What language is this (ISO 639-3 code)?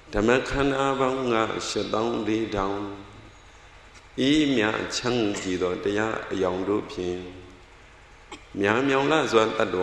mya